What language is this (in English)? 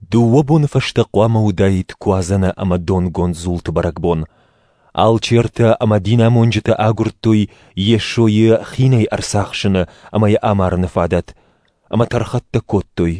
Ossetic